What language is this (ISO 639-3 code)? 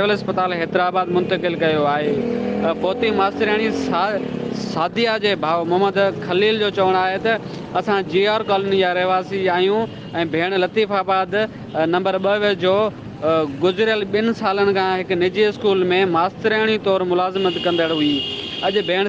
snd